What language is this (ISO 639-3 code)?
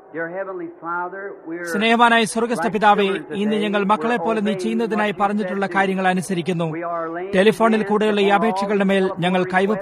mal